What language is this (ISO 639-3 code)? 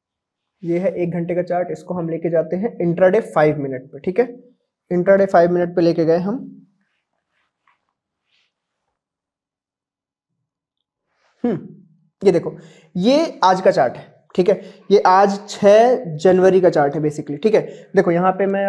hin